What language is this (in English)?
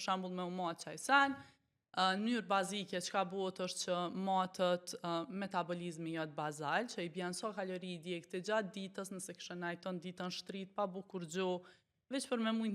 Albanian